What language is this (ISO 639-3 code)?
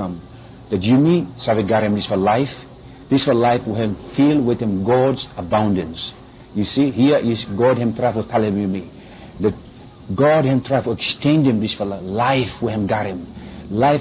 bis